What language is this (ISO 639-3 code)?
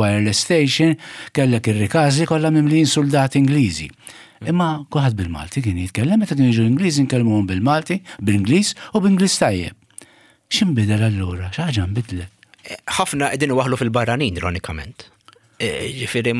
mlt